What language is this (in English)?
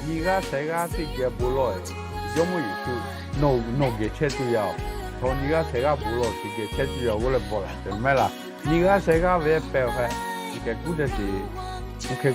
Lahu